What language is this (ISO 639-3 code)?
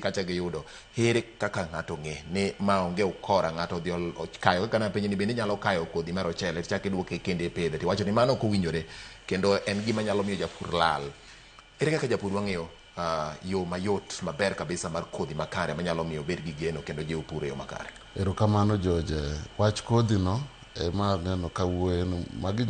luo